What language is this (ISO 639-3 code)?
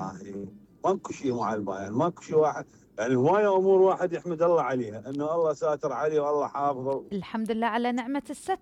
acm